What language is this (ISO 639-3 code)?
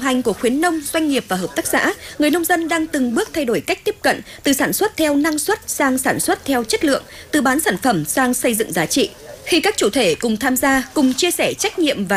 vie